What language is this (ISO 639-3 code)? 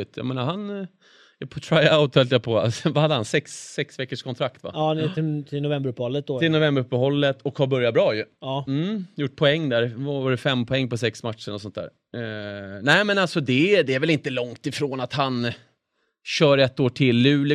swe